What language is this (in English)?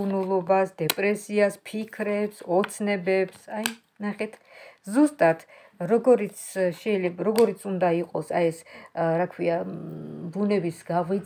Georgian